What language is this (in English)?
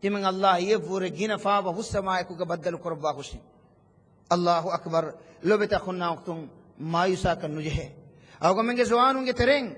Divehi